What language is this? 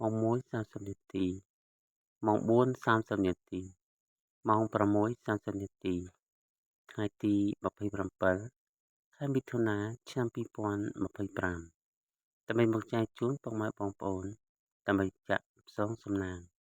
Khmer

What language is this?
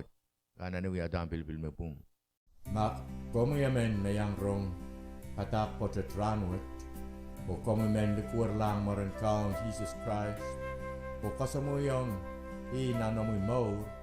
Pohnpeian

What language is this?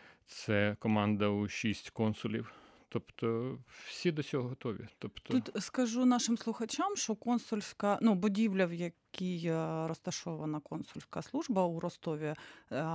Ukrainian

